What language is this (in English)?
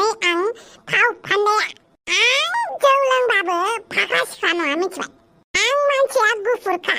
Bodo